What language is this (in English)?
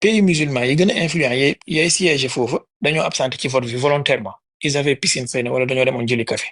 Wolof